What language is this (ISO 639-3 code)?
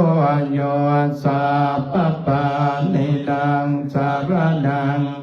pli